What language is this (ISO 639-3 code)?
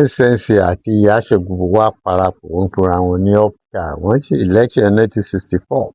yor